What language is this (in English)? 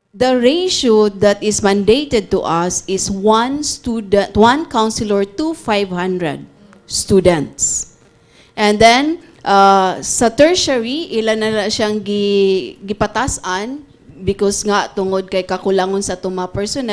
Cebuano